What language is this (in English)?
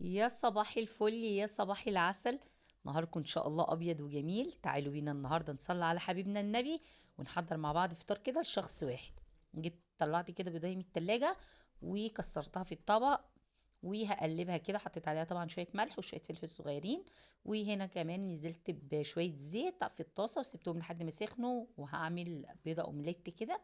Egyptian Arabic